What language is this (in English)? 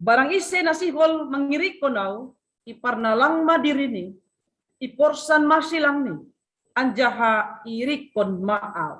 Batak Simalungun